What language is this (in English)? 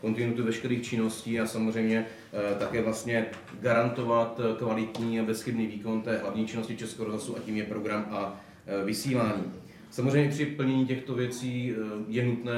Czech